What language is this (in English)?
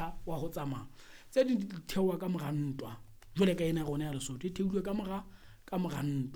Southern Sotho